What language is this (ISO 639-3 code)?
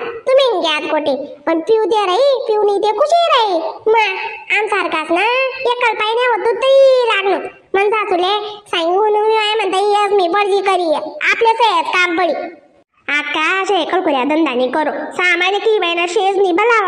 khn